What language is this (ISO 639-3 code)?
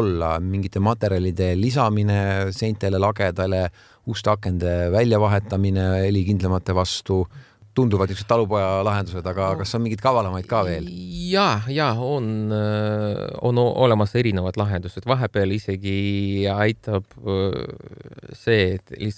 est